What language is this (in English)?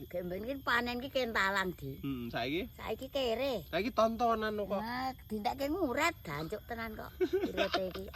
Javanese